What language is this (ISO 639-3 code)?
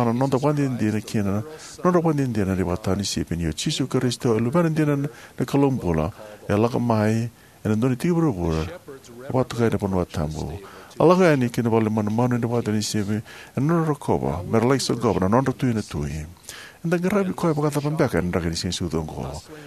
fij